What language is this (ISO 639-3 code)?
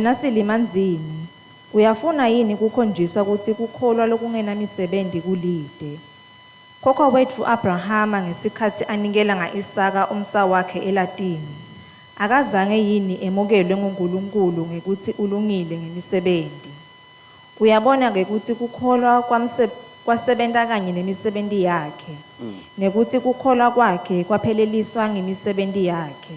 ssw